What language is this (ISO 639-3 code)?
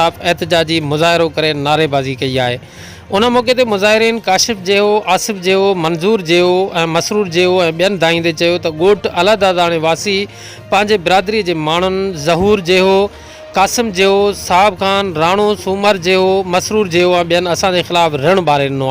snd